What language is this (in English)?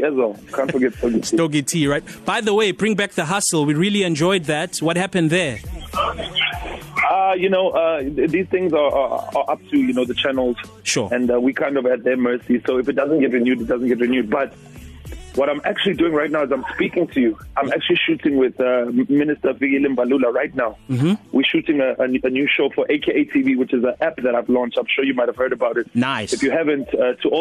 English